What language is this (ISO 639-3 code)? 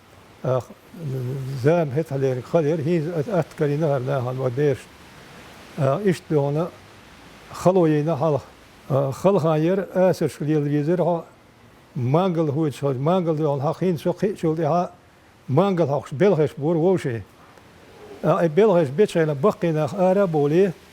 che